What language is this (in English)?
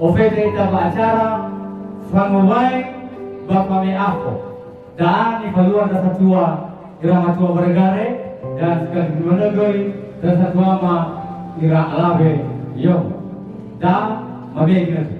Nias